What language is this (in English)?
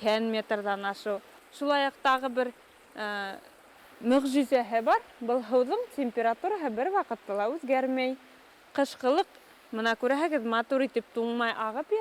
Bashkir